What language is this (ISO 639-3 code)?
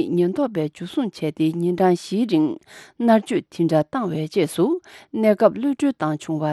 bod